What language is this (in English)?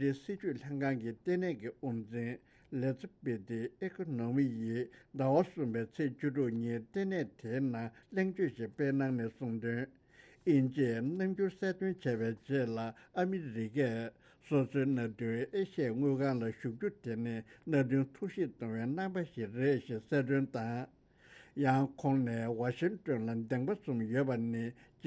Tibetan